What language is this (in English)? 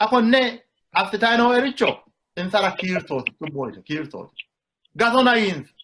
Sidamo